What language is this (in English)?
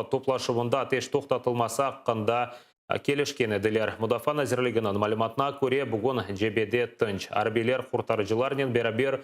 Crimean Tatar